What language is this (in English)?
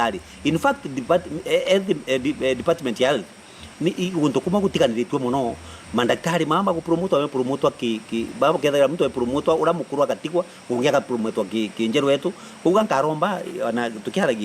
Meru